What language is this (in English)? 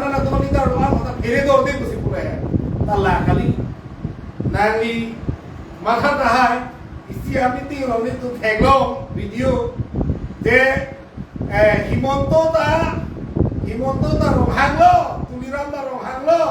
Karbi